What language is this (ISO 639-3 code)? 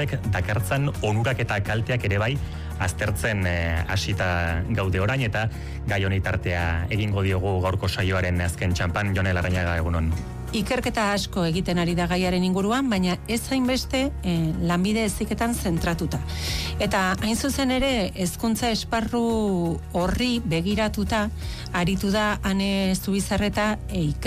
eus